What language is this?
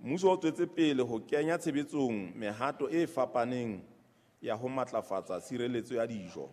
Southern Sotho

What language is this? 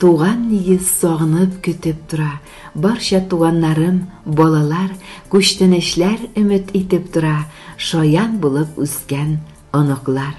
Tatar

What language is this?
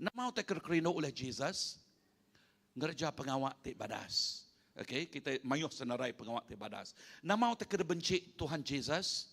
Iban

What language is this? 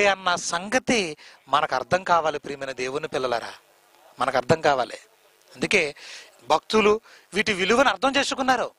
Telugu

